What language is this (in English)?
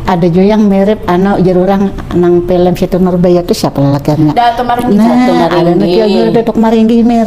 Banjar